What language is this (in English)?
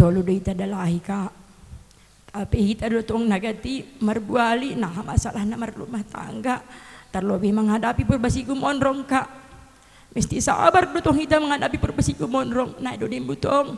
Batak Simalungun